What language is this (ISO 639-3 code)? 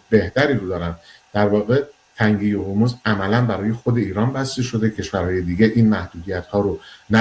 fas